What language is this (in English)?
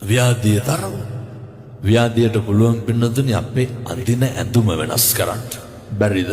Sinhala